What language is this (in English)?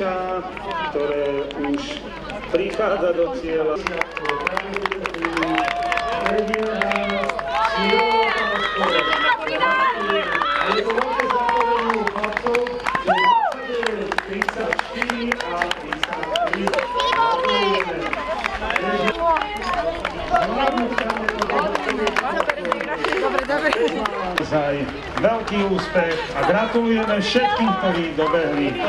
Slovak